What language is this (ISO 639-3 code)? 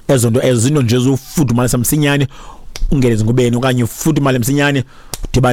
xho